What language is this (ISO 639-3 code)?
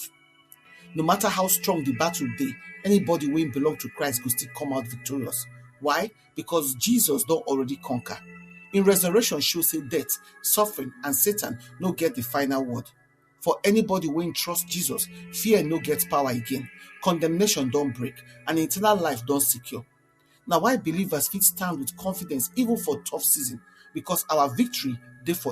pcm